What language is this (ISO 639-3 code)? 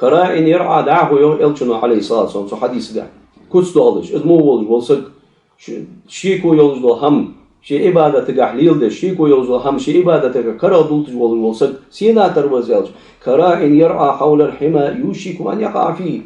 inh